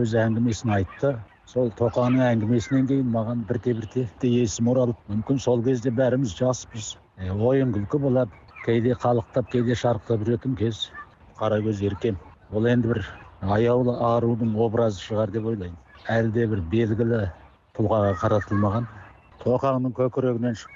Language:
Kazakh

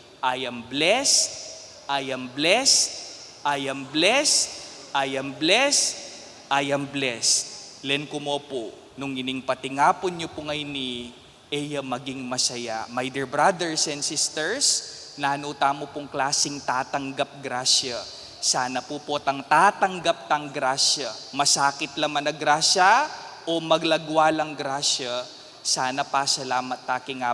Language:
Pampanga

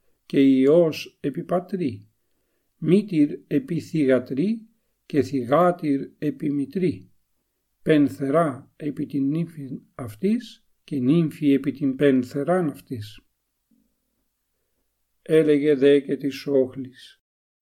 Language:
Ancient Greek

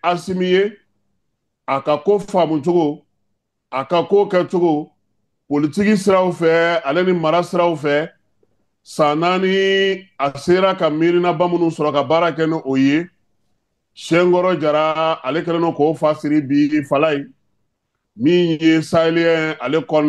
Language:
Bambara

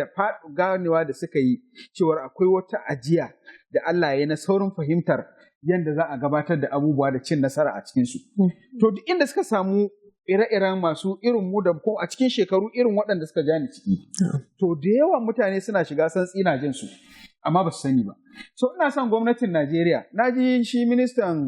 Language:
Hausa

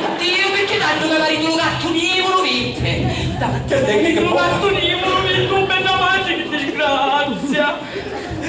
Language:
Sicilian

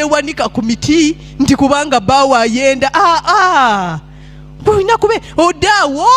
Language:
Ganda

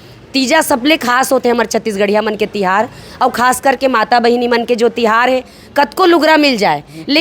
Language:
Chhattisgarhi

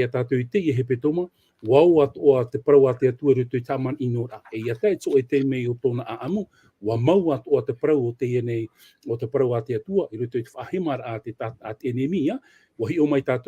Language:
Tahitian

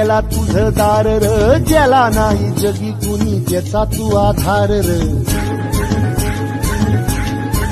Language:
Marathi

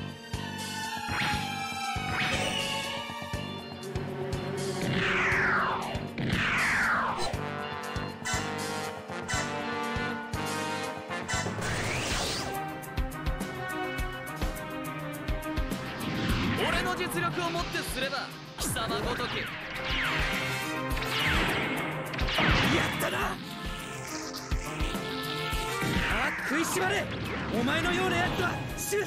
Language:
Japanese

